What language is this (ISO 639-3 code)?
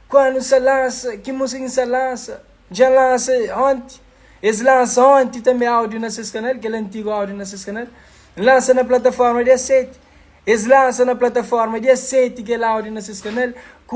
kea